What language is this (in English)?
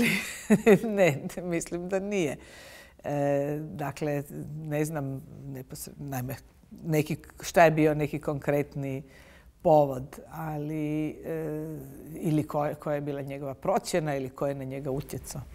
Bosnian